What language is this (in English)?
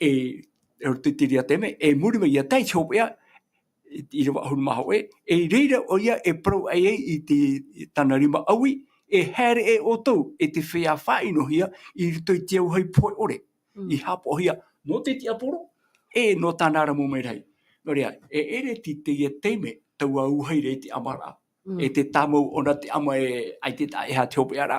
Tahitian